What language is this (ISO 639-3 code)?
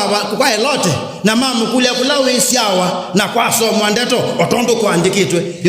kam